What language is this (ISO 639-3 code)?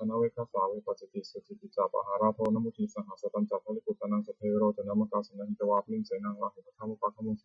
pli